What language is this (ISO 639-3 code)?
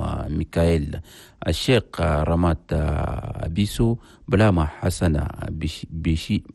shu